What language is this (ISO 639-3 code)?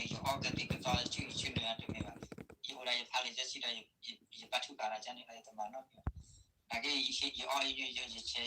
ksw